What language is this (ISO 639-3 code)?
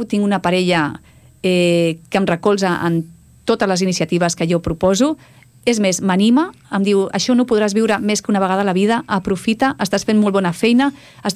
cat